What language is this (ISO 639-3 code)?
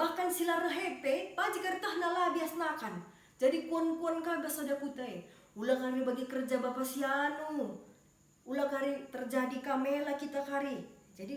btx